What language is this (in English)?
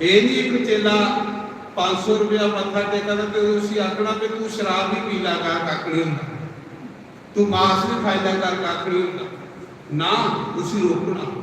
Dogri